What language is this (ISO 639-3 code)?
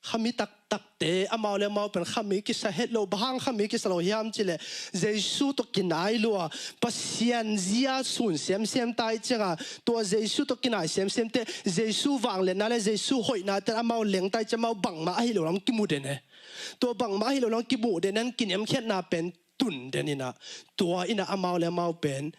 ctd